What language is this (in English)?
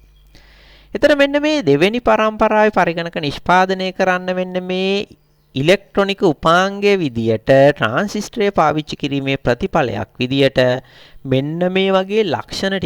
Sinhala